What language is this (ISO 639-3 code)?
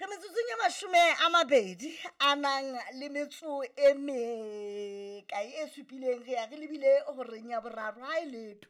sot